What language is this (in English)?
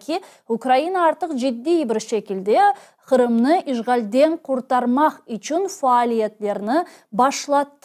Crimean Tatar